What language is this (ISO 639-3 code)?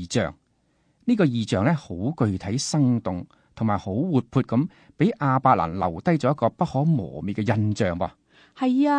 yue